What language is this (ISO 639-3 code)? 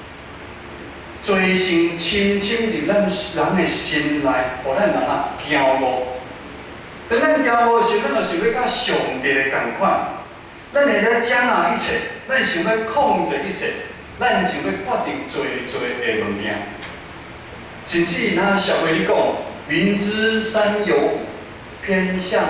nan